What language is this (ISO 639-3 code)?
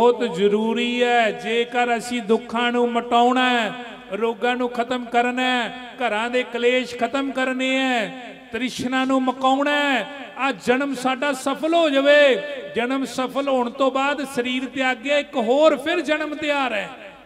pan